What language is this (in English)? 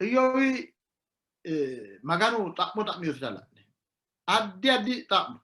Sidamo